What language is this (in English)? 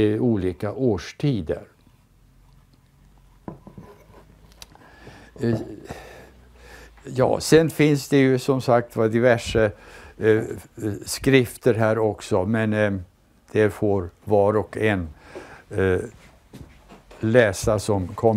Swedish